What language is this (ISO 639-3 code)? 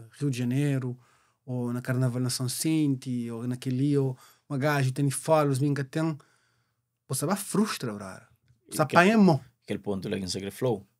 kea